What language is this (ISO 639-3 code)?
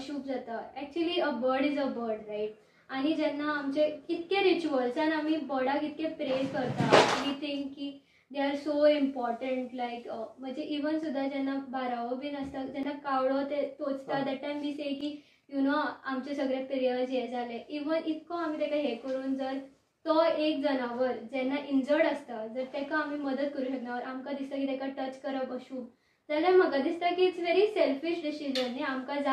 kok